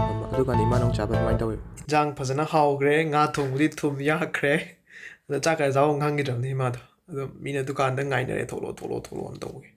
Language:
Manipuri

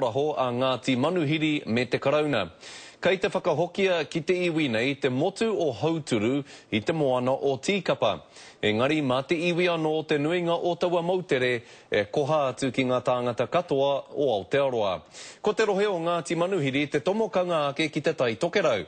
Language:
Māori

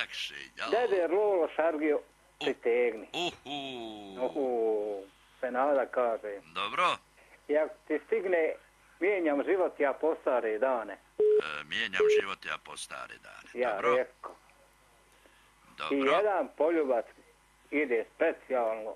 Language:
Croatian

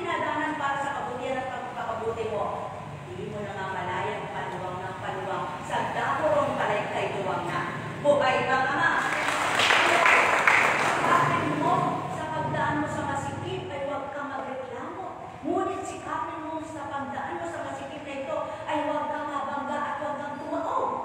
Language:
Filipino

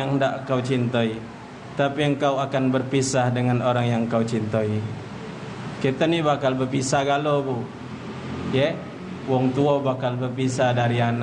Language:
Musi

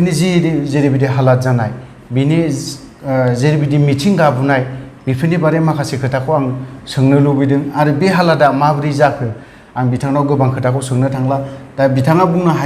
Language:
Bodo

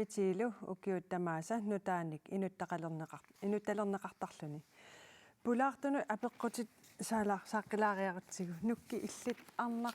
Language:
Kalaallisut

